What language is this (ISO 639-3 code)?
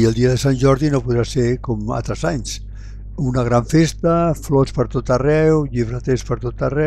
cat